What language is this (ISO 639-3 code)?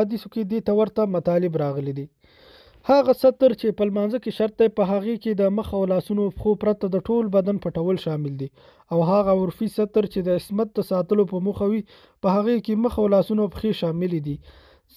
pus